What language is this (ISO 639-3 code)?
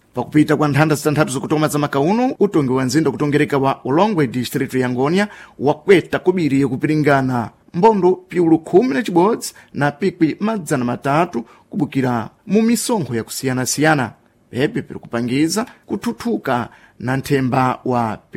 seh